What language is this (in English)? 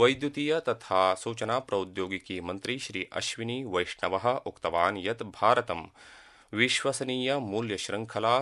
Sanskrit